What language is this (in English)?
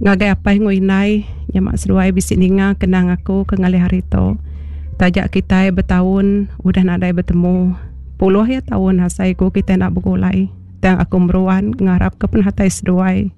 Iban